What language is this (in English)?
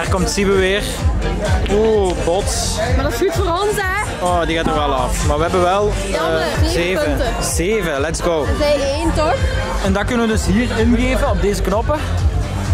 Dutch